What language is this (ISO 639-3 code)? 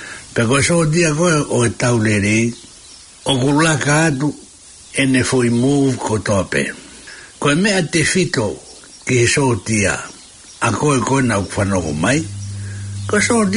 ton